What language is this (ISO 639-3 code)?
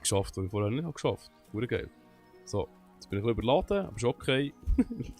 gsw